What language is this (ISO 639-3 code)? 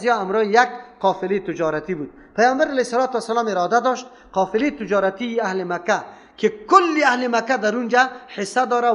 fas